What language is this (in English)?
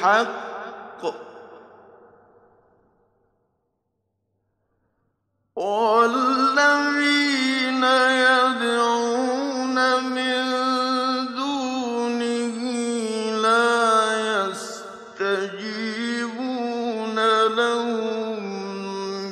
Arabic